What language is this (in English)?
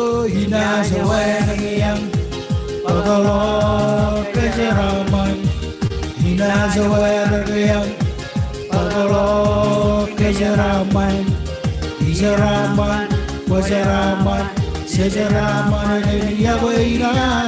Marshallese